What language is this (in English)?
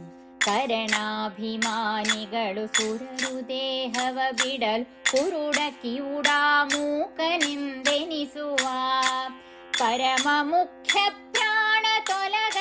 Kannada